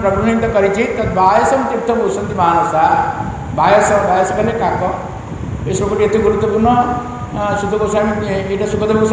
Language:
Odia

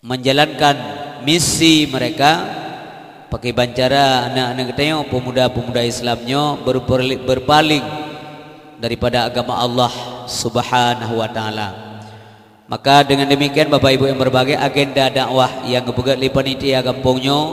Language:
Achinese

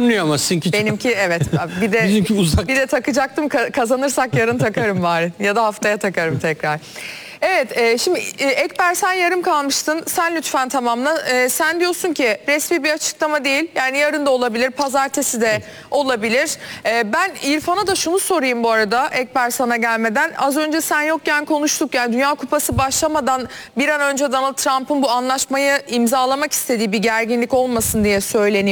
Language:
Turkish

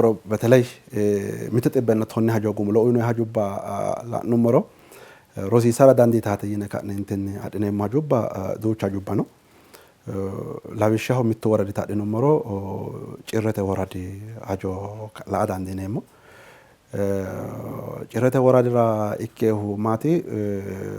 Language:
Sidamo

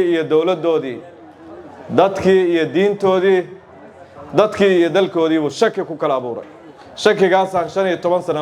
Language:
Somali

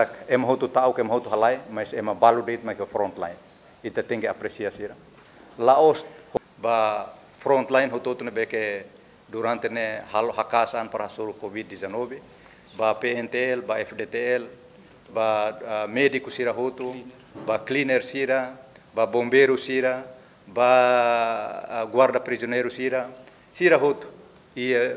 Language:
Tetum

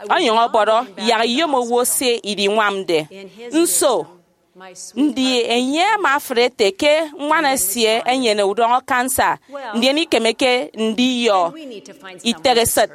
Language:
Efik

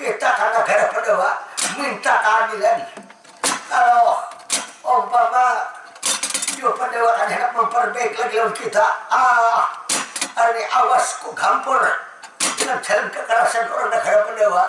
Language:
Banjar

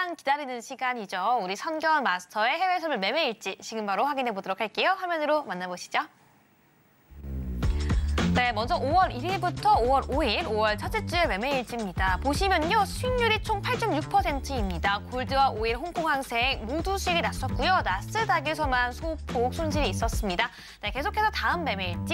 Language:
Korean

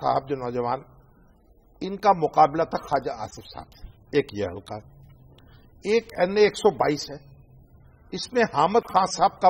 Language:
Urdu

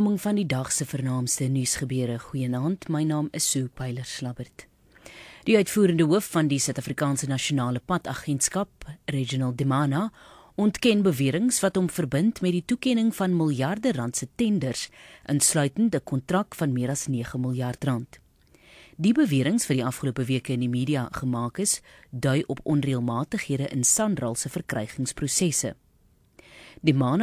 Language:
Afrikaans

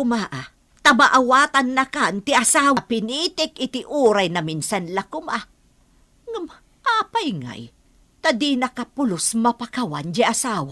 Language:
Iloko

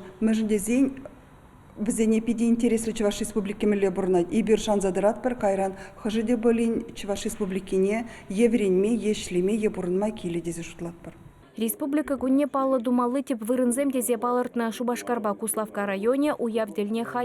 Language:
Chuvash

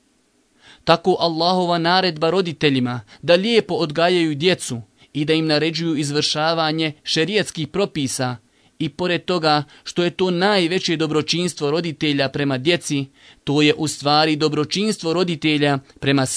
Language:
Bosnian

